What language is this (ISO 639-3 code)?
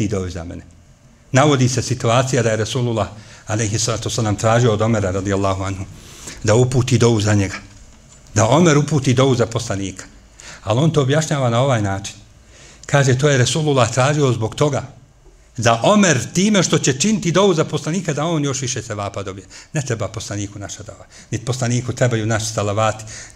bos